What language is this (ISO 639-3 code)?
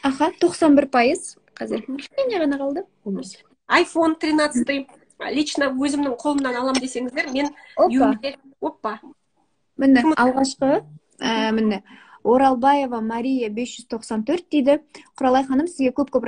kaz